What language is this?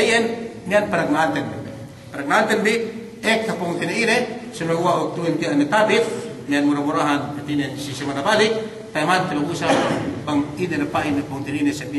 Yakan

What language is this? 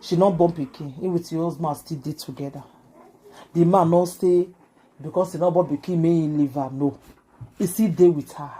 Nigerian Pidgin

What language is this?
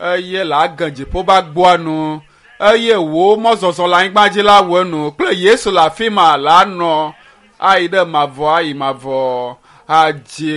Ewe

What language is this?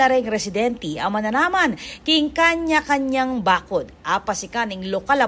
Pampanga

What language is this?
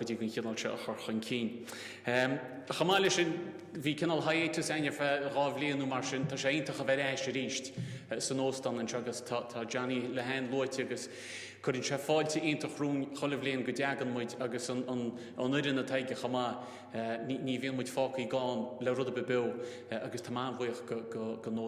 Irish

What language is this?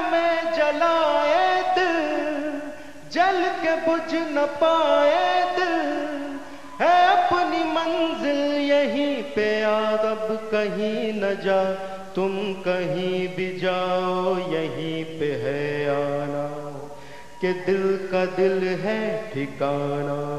Hindi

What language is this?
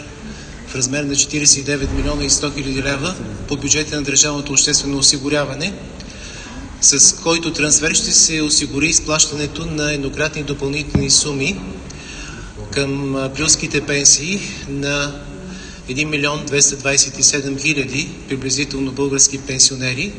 Bulgarian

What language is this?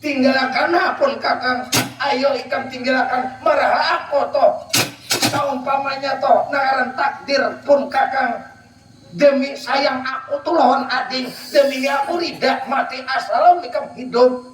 Banjar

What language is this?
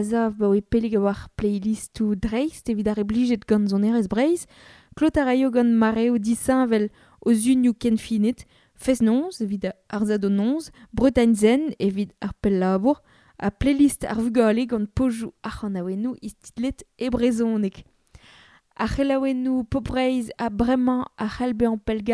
Breton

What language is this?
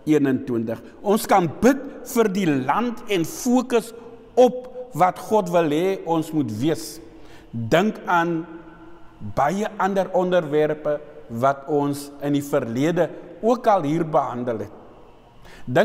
Afrikaans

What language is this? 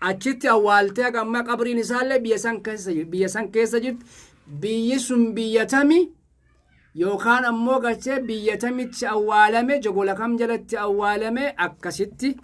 Oromo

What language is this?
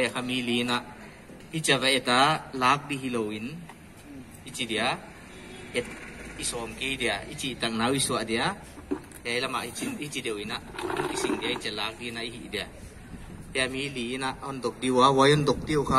Paite Chin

